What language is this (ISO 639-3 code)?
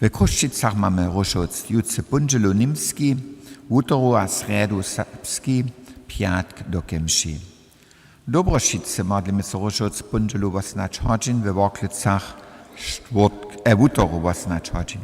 hsb